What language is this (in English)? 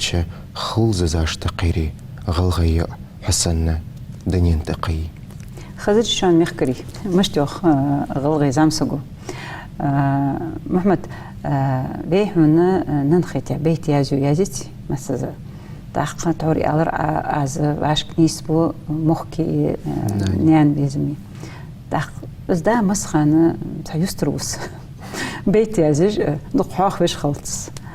Ingush